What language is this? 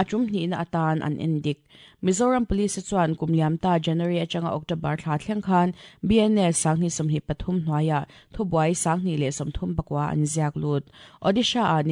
Mizo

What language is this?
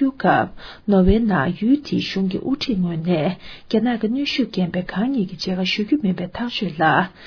Tibetan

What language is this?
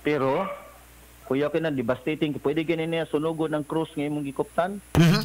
Cebuano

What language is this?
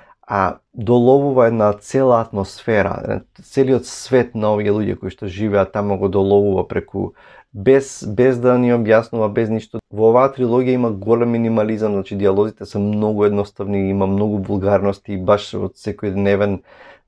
Macedonian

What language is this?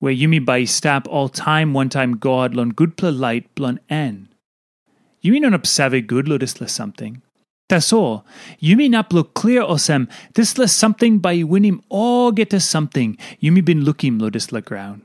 Tok Pisin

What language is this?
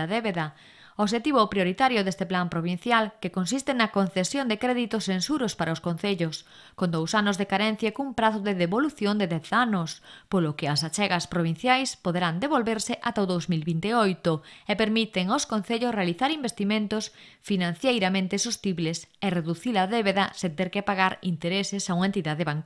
Galician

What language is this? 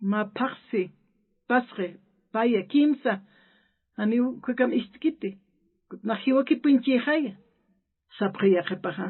Aymara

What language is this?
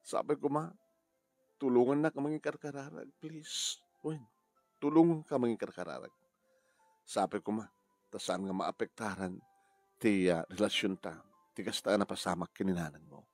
Iloko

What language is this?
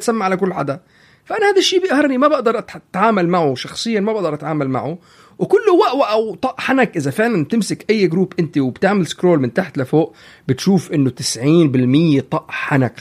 North Levantine Arabic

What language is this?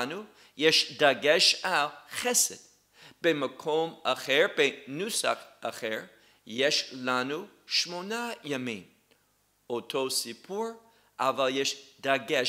Hebrew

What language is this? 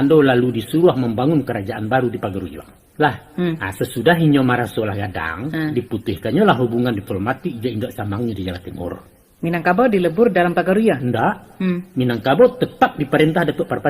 Minangkabau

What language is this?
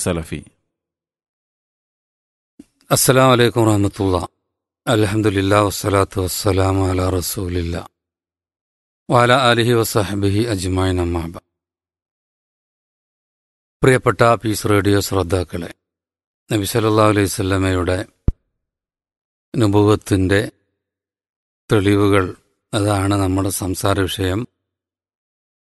Malayalam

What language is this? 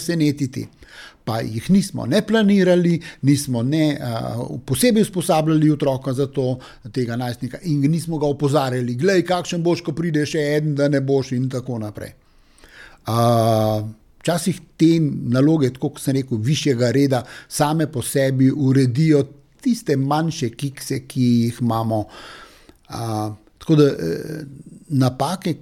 Slovenian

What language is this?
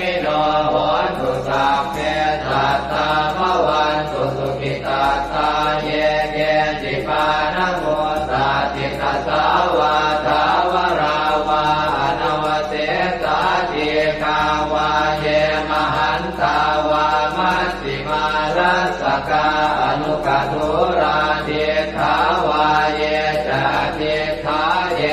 Pali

